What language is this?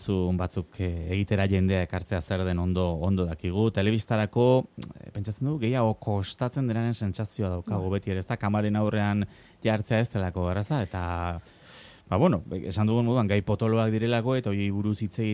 Basque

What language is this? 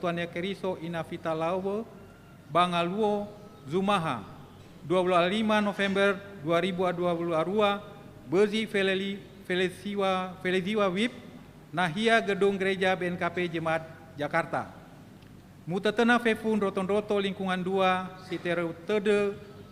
Nias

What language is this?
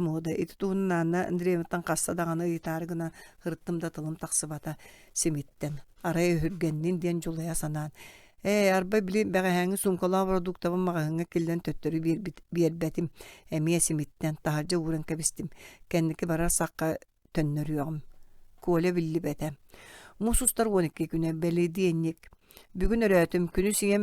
Yakut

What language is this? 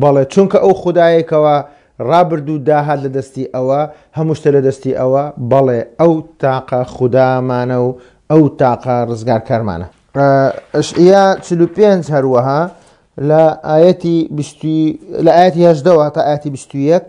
Central Kurdish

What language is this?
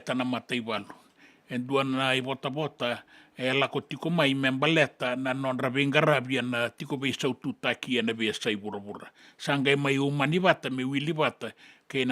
Fijian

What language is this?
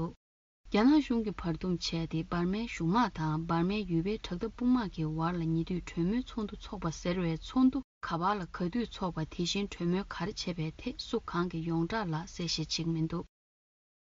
Tibetan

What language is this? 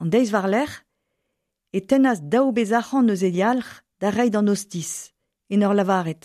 Breton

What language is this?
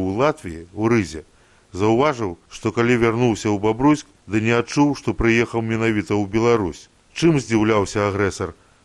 Belarusian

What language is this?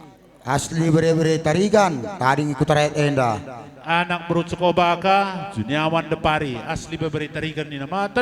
Batak Karo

